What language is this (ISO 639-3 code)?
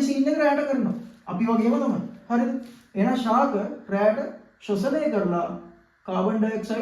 sin